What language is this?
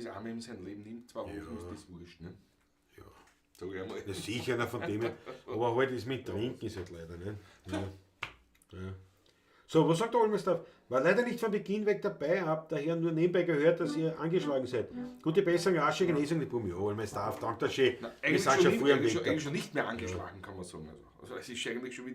Bavarian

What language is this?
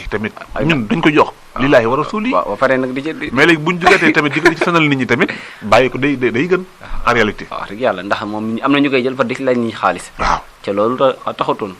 Wolof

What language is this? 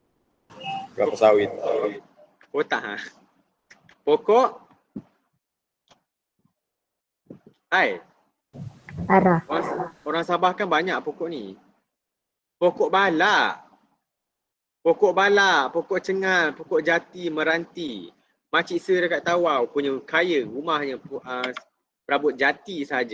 Malay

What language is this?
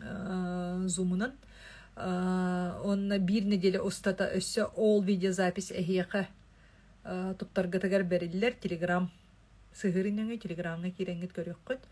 Yakut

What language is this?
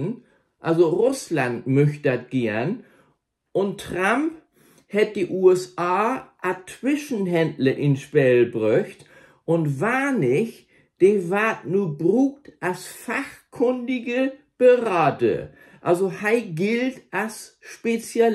Low German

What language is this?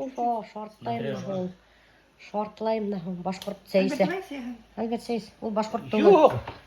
Bashkir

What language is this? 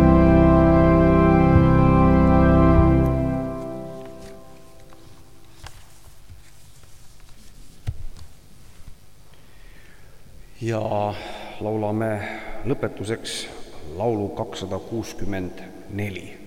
Estonian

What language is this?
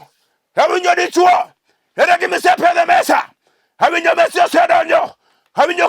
Luo (Kenya and Tanzania)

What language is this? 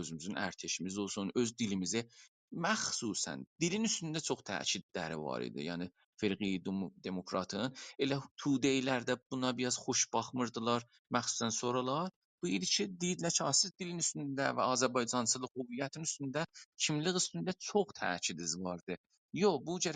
South Azerbaijani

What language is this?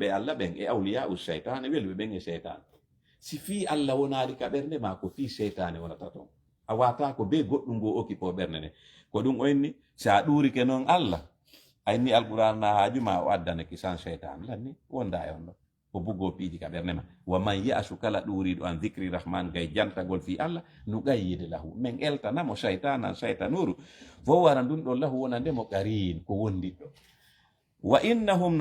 Fula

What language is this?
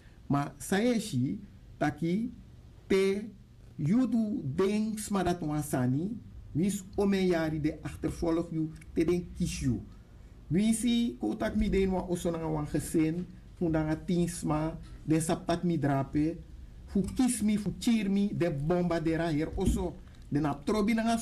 Sranan Tongo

